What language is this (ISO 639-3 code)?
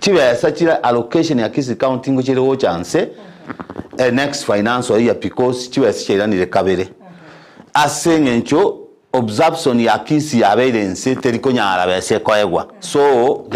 guz